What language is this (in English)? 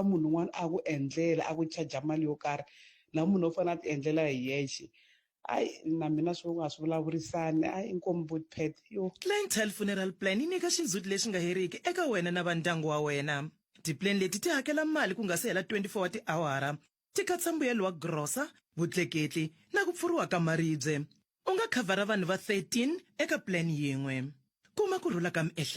Tsonga